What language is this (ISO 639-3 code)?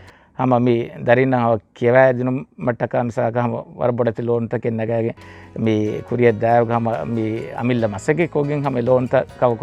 div